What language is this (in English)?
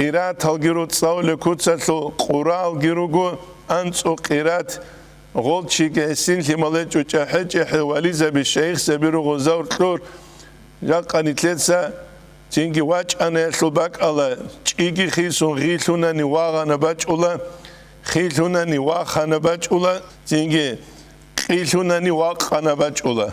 Avaric